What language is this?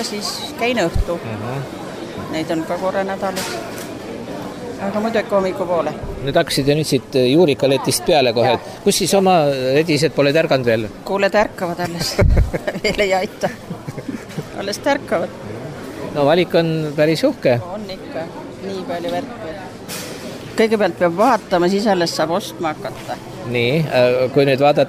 Estonian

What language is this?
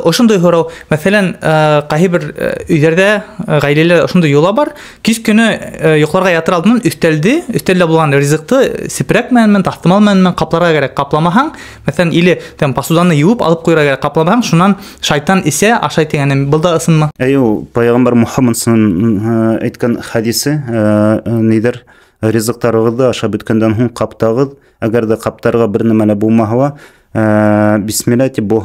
Bashkir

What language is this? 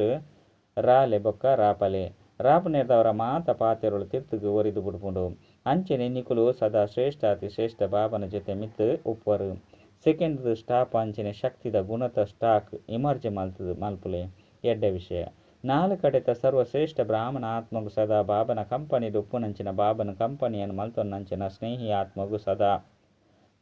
Tulu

